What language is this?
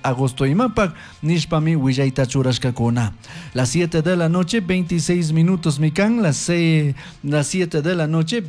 Chimborazo Highland Quichua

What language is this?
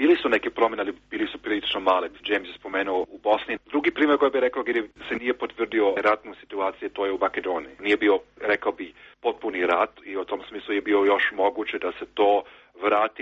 Croatian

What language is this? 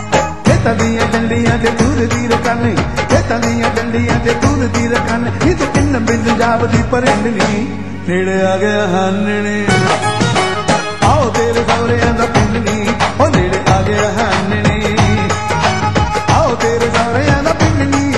Punjabi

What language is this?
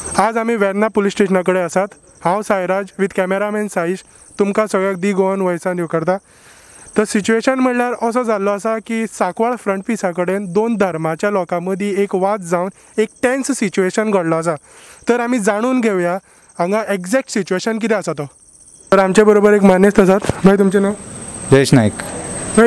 Konkani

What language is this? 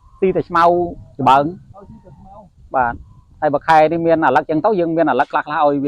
Khmer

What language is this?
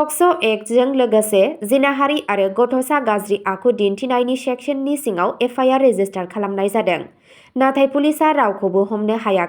Bodo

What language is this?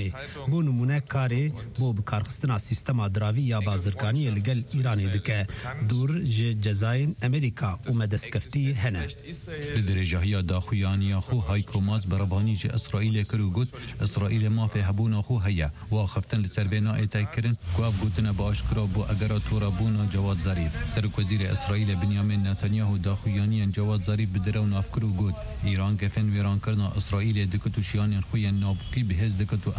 Kurdish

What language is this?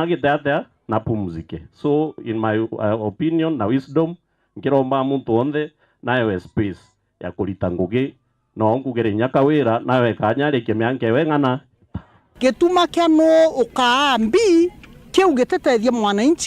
Meru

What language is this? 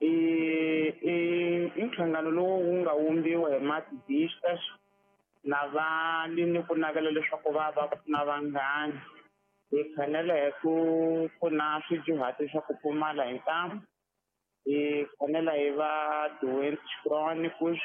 Tsonga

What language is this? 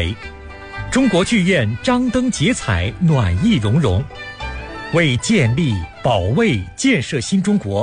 Chinese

